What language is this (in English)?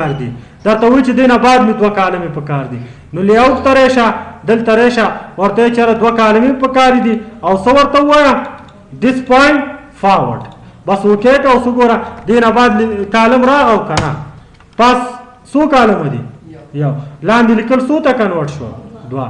Pashto